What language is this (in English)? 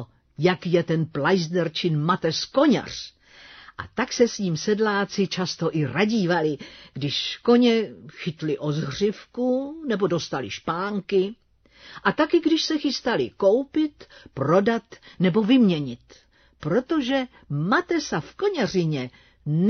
Czech